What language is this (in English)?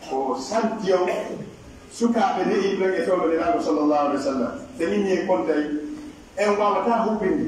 Pular